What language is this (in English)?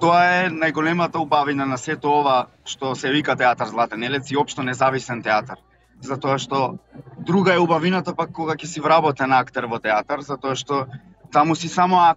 Macedonian